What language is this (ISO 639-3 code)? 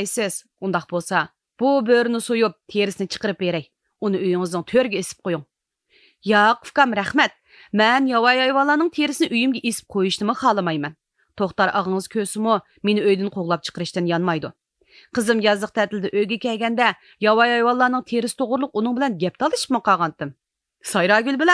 uig